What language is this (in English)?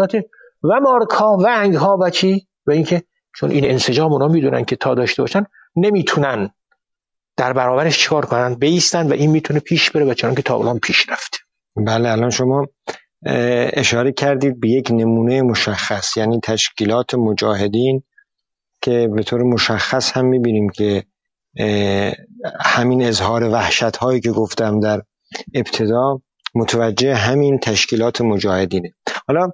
Persian